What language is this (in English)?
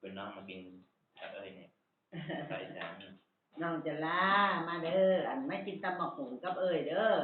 Northeastern Thai